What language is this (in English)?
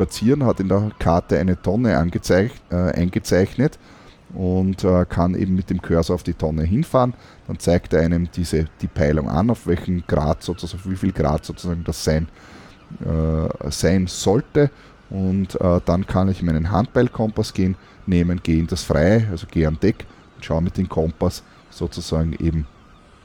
German